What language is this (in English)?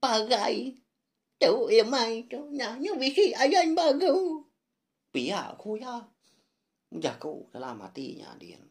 Iban